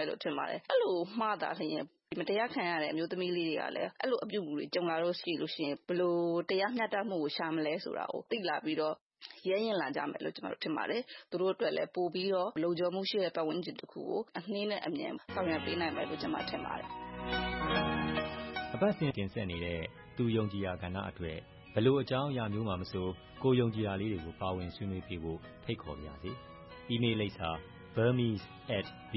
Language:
Burmese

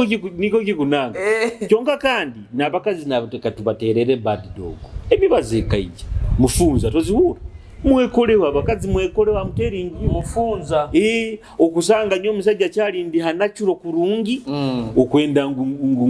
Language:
Nyoro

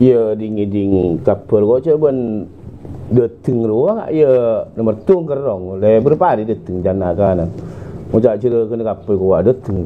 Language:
Madurese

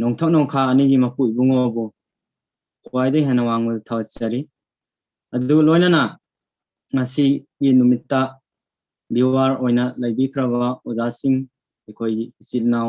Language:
Manipuri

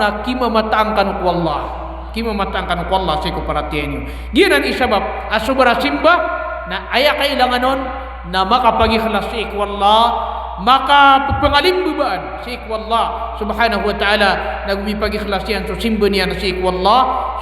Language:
Maranao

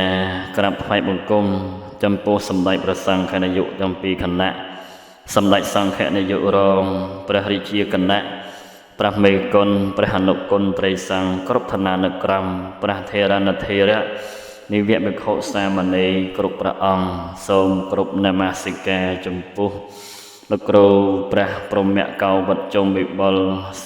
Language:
Khmer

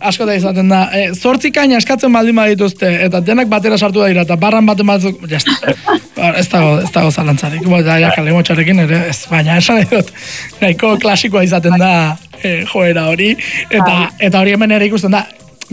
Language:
Basque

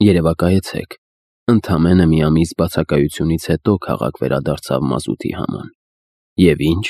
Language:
Armenian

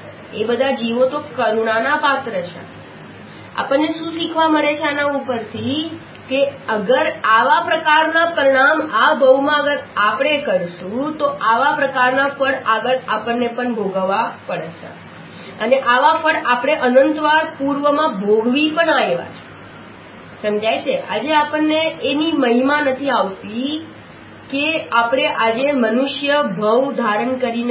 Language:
Gujarati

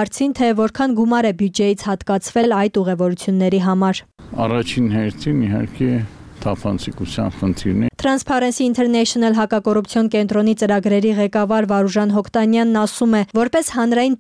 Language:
Armenian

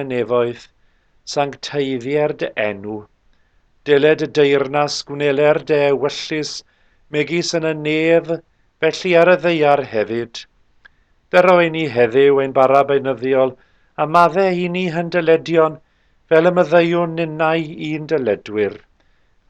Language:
Welsh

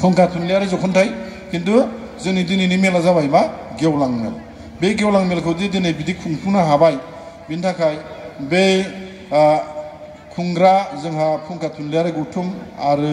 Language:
Bodo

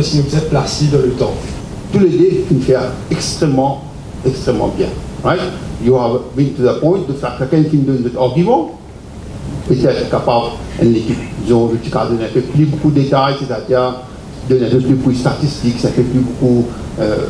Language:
Morisyen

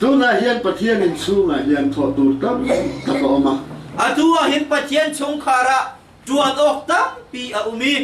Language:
Hakha Chin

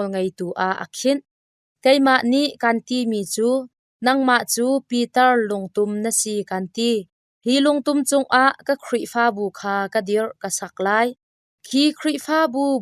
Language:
Hakha Chin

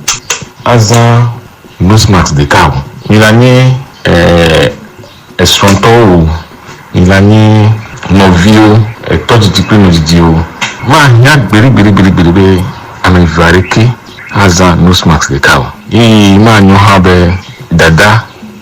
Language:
Ewe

